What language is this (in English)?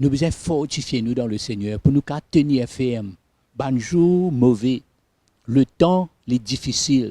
Morisyen